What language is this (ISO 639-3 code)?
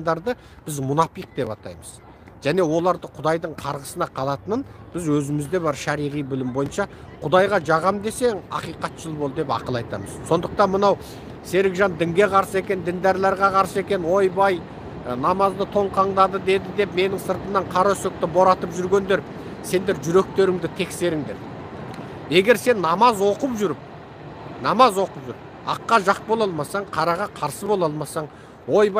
kaz